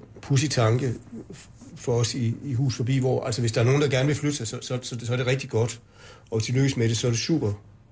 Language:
Danish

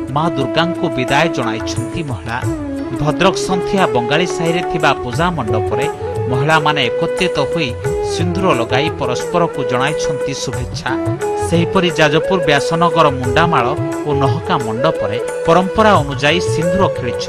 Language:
Odia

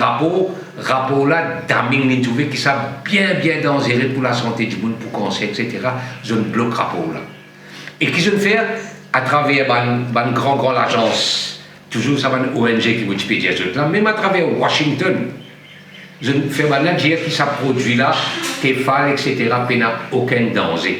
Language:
Morisyen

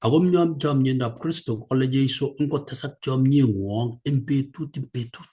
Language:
Kalenjin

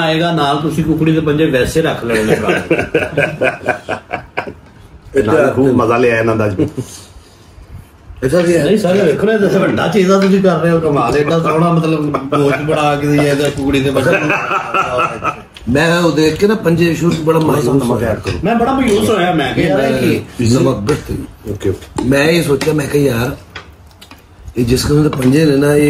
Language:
Punjabi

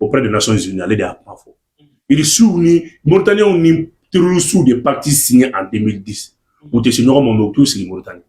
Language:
Bambara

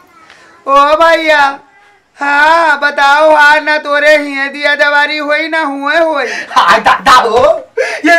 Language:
Awadhi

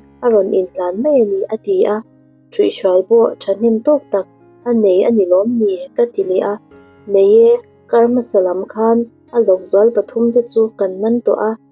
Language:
Mizo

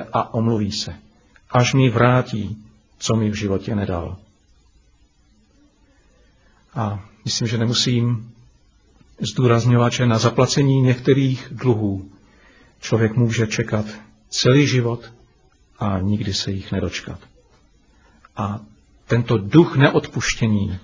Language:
Czech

